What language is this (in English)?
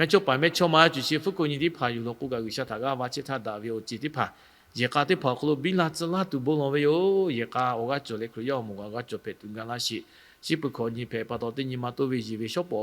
Lahu